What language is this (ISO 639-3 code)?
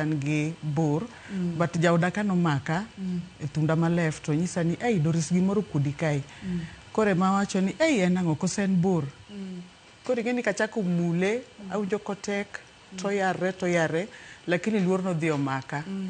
luo